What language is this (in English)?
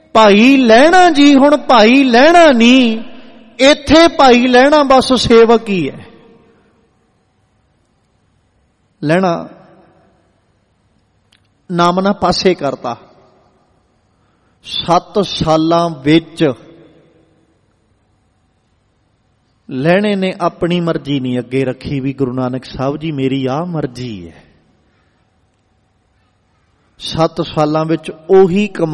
Punjabi